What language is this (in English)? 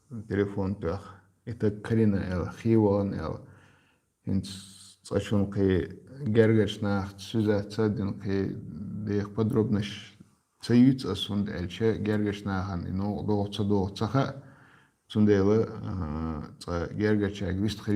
Chechen